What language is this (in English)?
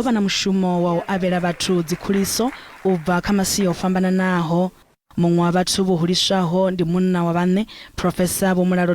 Venda